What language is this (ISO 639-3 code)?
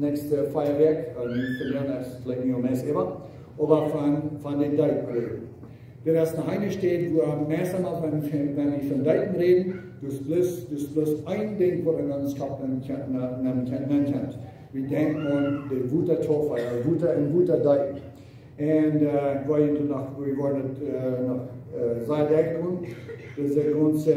pdt